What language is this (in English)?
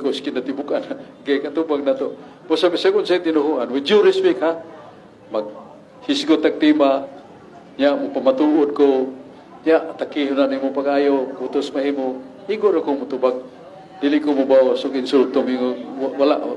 Cebuano